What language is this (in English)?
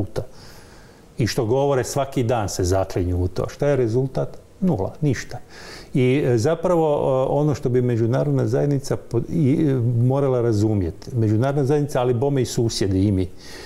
Croatian